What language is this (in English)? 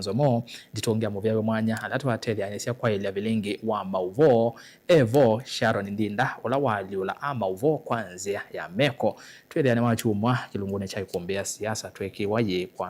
Kamba